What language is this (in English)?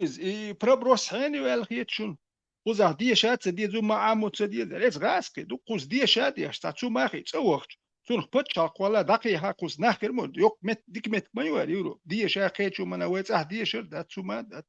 Chechen